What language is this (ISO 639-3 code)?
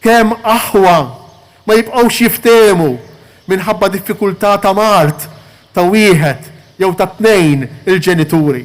mlt